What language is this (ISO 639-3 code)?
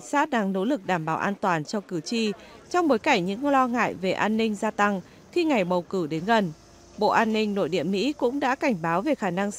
vie